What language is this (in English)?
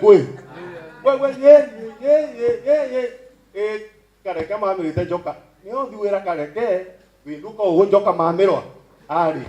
Meru